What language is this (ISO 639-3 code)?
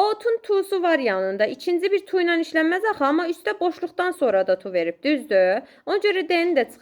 aze